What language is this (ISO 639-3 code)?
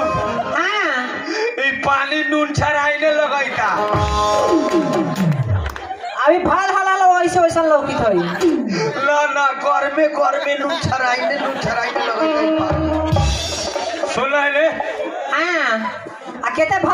bho